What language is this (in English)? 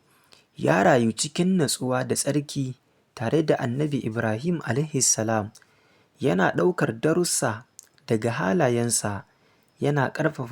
Hausa